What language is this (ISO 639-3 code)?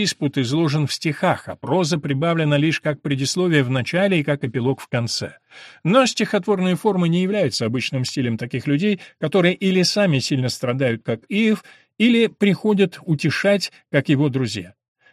rus